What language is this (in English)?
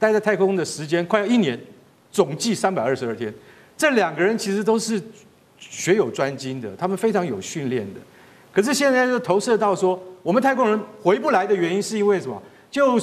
Chinese